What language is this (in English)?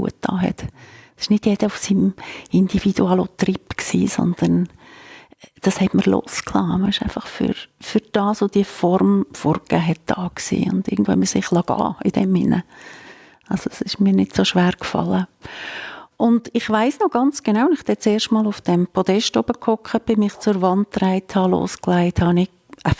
Swiss German